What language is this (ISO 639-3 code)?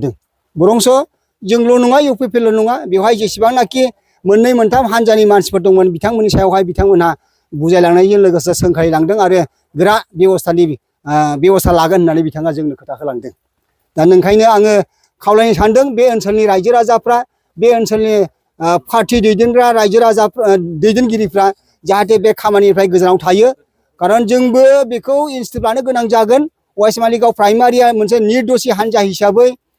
brx